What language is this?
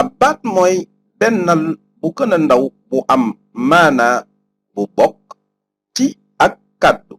Wolof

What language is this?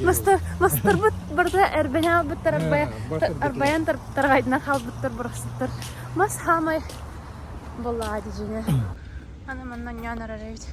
Yakut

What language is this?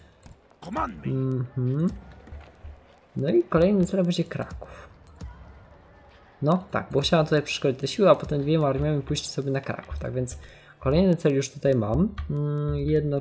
Polish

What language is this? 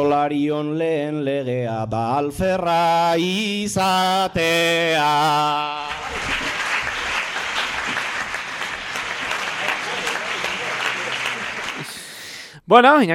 Basque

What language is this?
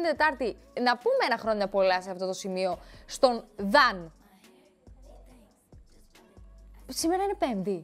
Greek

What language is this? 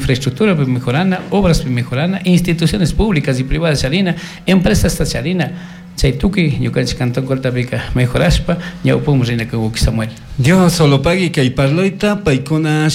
Chimborazo Highland Quichua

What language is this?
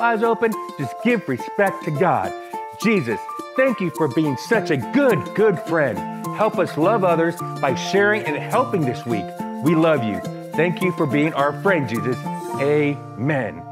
English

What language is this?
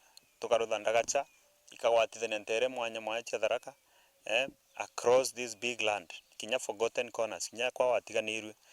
Meru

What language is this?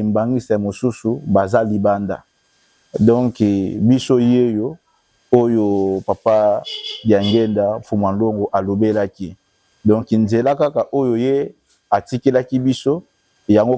Lingala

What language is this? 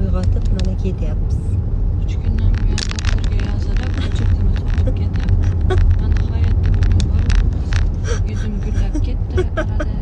Uzbek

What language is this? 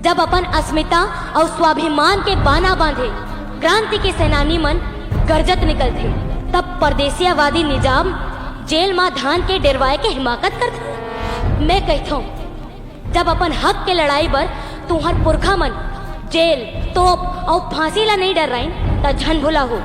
Chhattisgarhi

